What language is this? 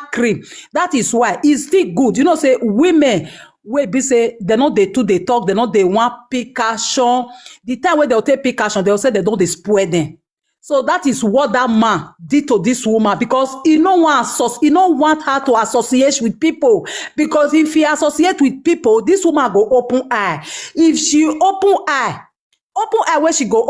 Nigerian Pidgin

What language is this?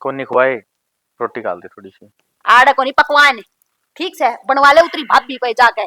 Haryanvi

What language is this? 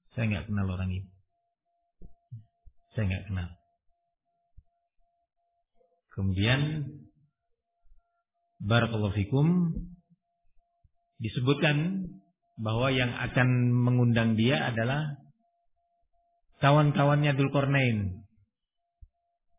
Indonesian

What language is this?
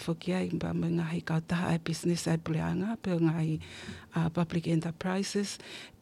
Tongan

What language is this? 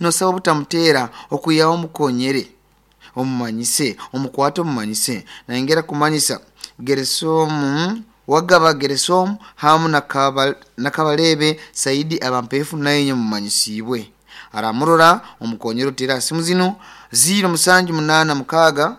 Nyoro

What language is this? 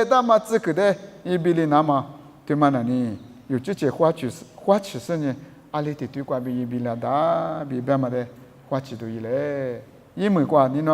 Lisu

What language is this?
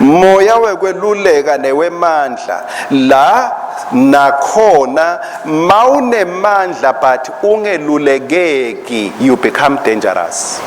Swati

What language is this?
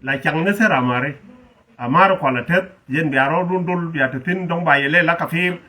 Nuer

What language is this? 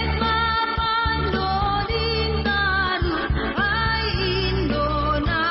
Batak Simalungun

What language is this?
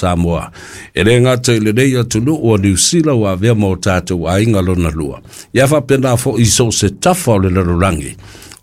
Samoan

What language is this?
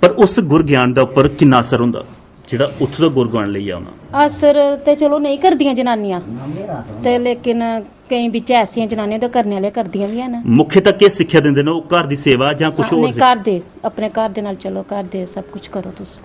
Dogri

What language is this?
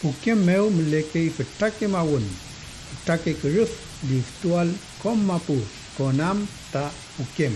Mapuche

